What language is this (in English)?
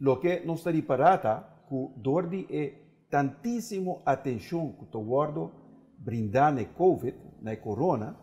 Papiamento